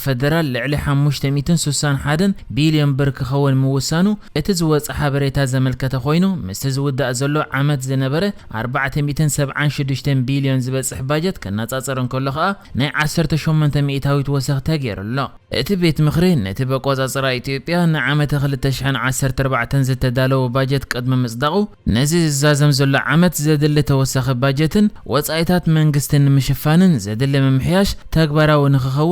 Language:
Tigrinya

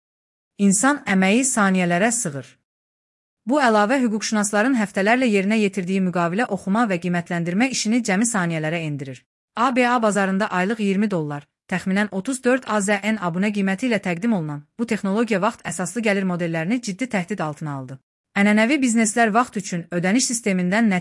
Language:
Azerbaijani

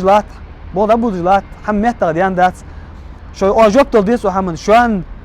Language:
Ingush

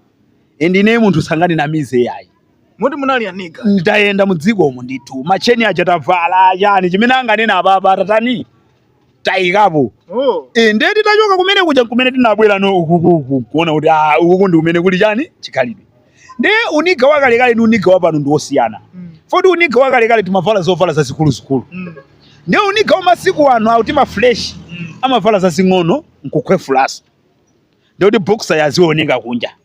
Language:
Nyanja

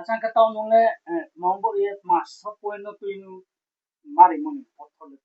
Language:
Riang (India)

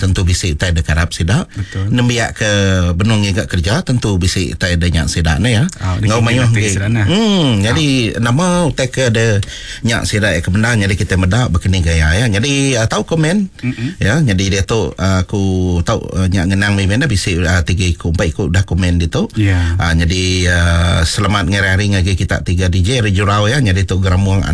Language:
Iban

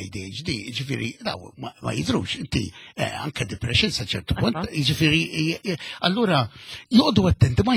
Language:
Maltese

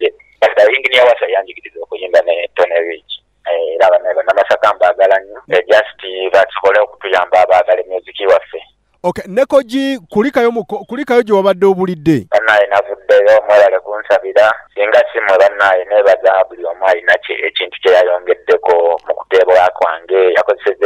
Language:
Ganda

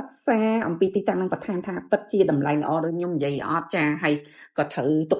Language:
Khmer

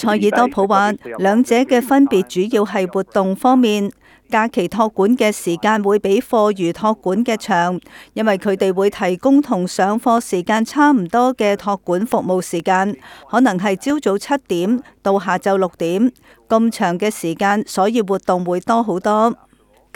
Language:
Cantonese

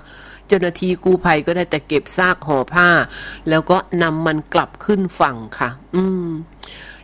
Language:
Thai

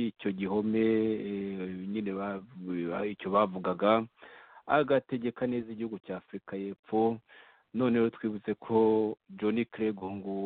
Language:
Kinyarwanda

